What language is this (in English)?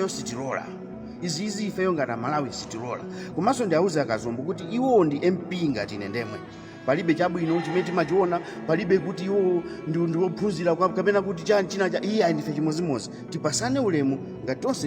Nyanja